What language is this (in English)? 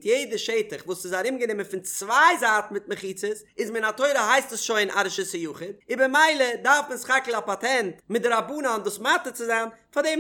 Yiddish